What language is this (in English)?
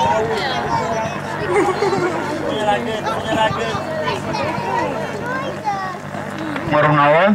Romanian